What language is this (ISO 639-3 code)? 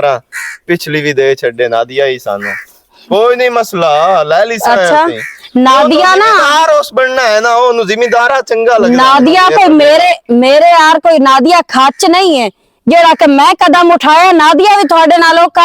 lah